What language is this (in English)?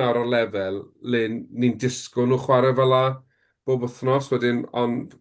Welsh